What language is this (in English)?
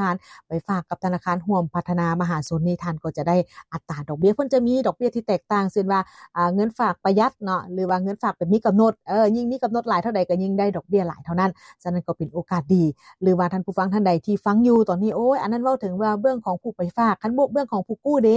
Lao